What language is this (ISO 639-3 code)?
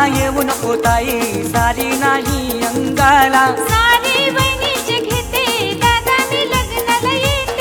mar